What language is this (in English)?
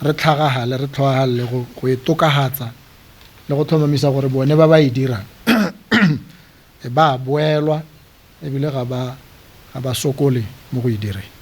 Tswana